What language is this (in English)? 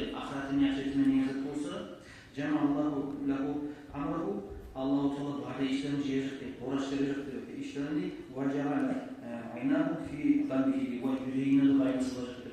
Kumyk